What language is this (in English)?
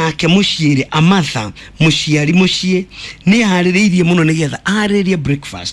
Kikuyu